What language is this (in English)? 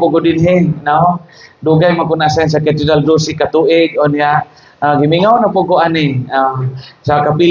Cebuano